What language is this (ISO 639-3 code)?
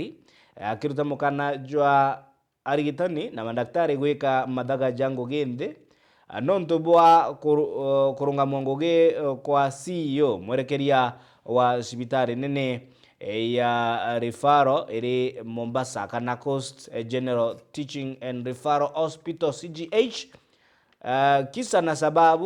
mer